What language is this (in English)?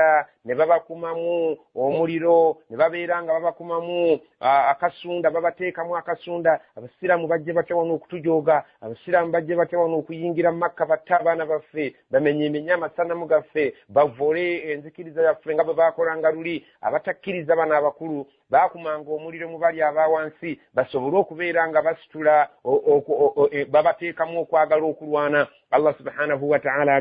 Ganda